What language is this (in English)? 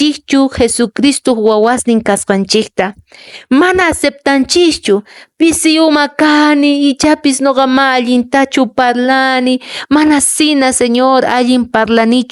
Quechua